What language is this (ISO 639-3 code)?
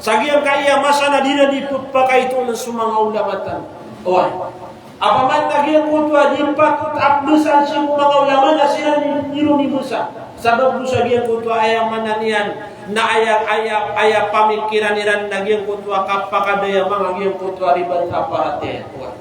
mrw